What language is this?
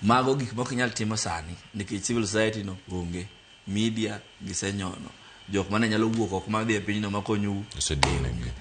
Luo (Kenya and Tanzania)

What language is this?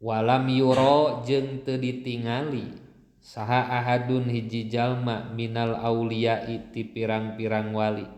Sundanese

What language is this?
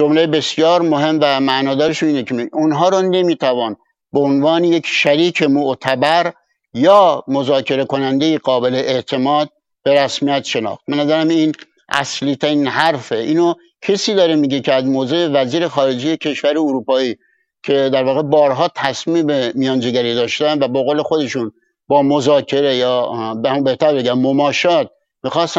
Persian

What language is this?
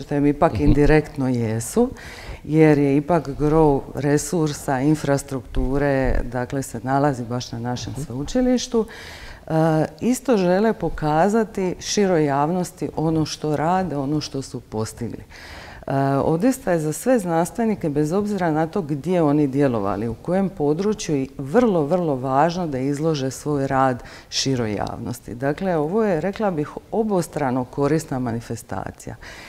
Croatian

